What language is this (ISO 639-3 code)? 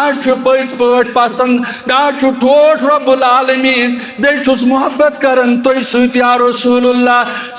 kas